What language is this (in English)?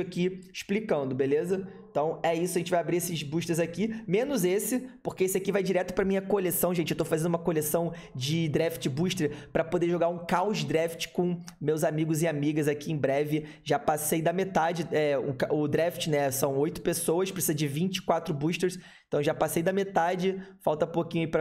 Portuguese